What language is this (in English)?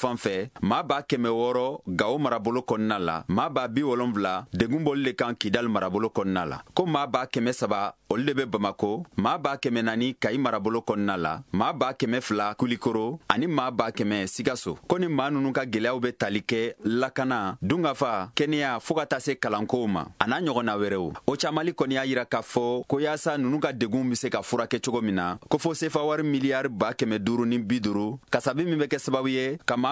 Bambara